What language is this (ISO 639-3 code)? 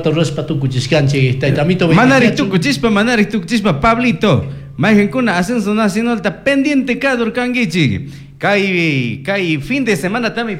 qug